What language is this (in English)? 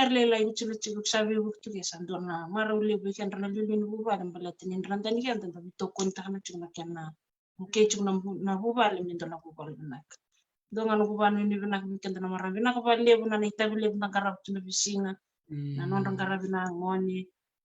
Fijian